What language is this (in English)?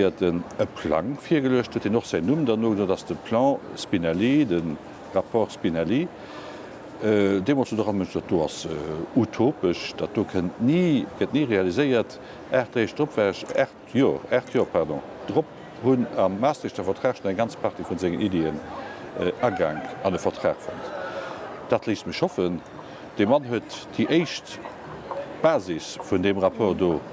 Luxembourgish